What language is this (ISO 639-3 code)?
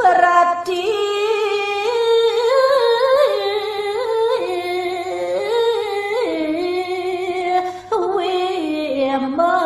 ban